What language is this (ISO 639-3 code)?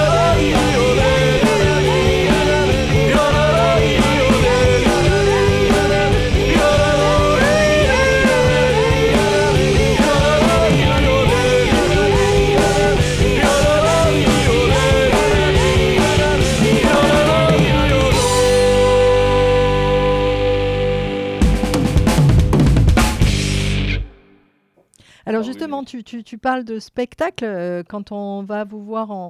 fra